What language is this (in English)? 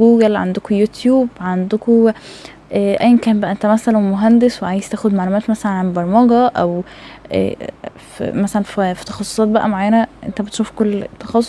Egyptian Arabic